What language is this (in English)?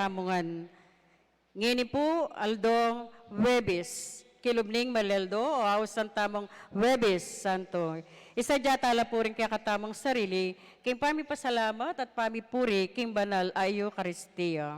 Pampanga